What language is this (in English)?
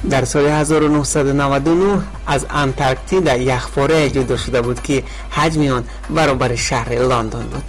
Tajik